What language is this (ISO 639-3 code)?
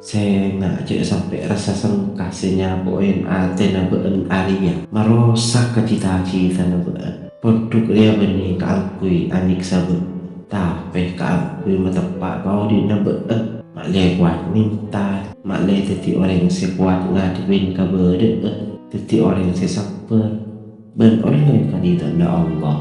mad